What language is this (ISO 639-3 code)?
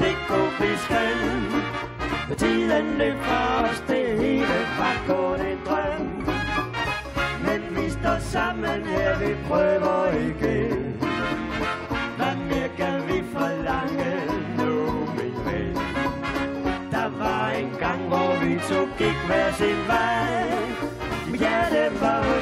dan